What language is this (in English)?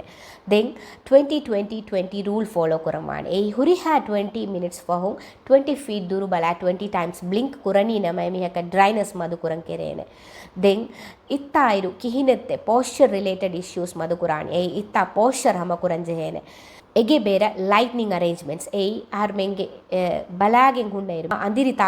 Divehi